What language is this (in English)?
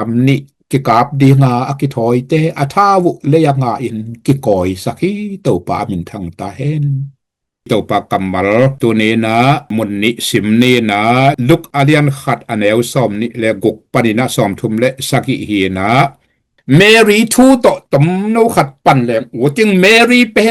Tedim Chin